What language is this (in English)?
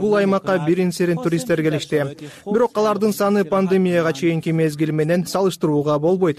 Kyrgyz